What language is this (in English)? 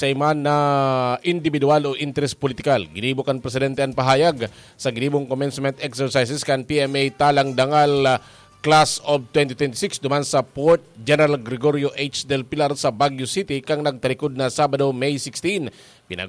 Bikol